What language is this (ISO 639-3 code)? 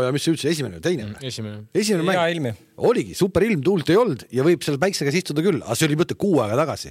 est